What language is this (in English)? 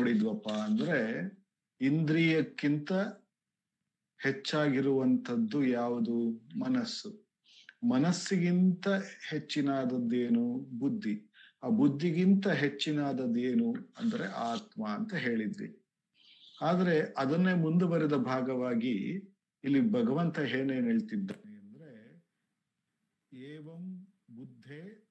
Kannada